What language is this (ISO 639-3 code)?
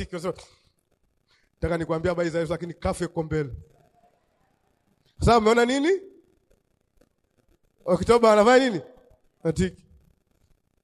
swa